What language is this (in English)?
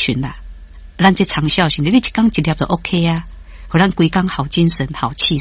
Min Nan Chinese